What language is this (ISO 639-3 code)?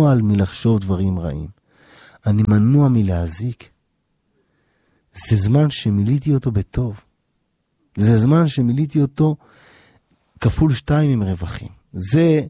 heb